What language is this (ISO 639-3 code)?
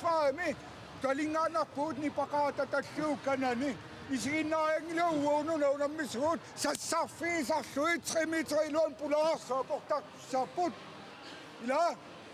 kal